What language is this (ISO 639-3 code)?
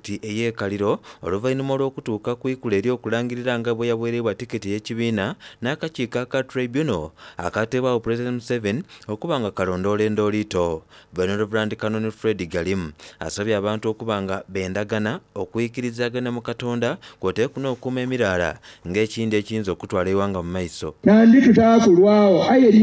xog